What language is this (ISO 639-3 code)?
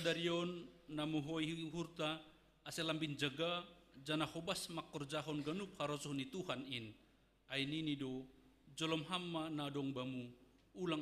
bts